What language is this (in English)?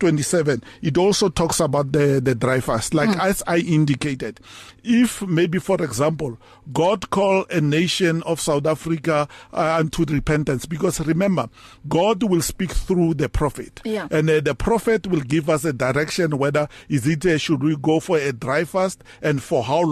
English